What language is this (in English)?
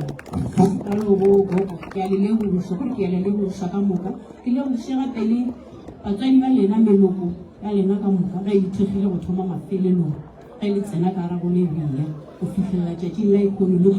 Northern Sotho